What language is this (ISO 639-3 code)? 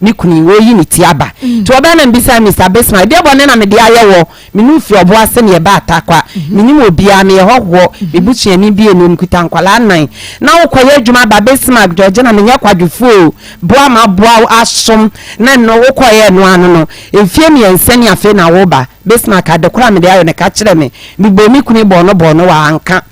aka